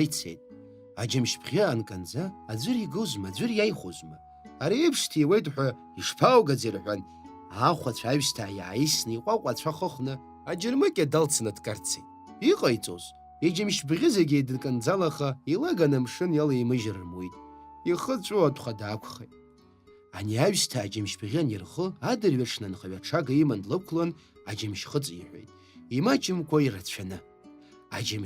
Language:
Abkhazian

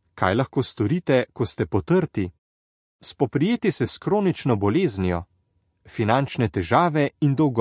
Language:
Slovenian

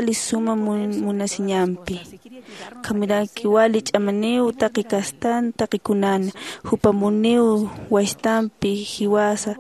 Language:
Aymara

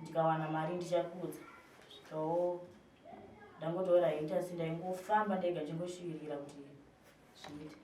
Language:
Shona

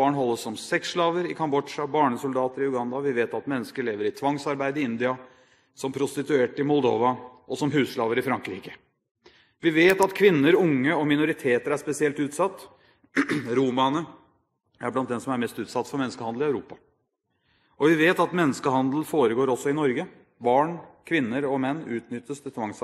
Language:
Norwegian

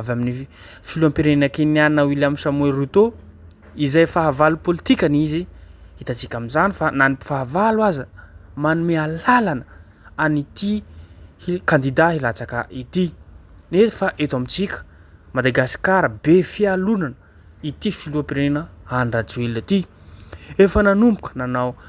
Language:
Malagasy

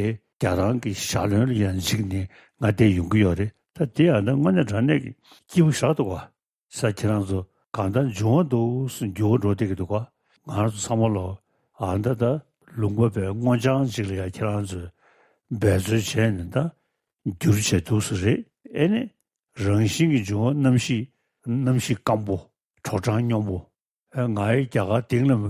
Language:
Tibetan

